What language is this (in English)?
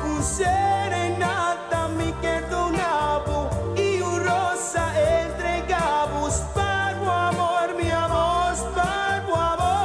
Papiamento